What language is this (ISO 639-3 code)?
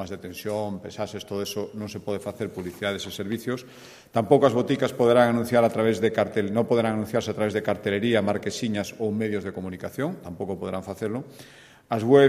glg